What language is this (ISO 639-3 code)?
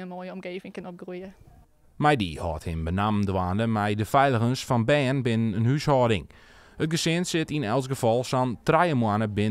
fry